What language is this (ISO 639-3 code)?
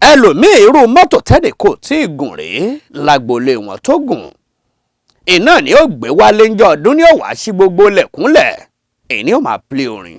yor